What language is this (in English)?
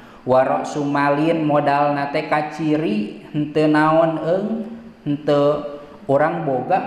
Sundanese